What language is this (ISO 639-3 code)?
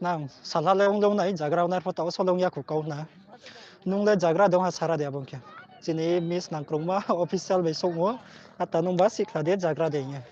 ria